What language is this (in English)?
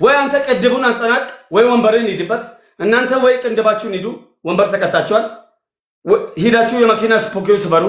Amharic